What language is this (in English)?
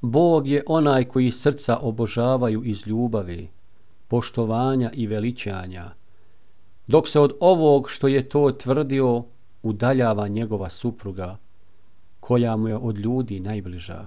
Bosnian